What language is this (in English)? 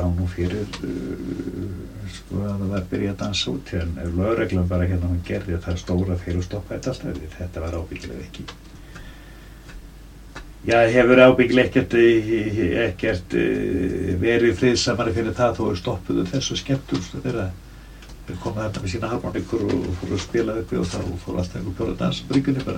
Icelandic